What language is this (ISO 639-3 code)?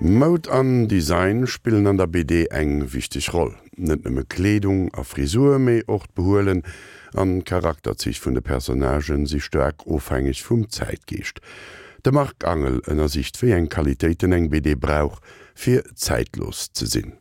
ltz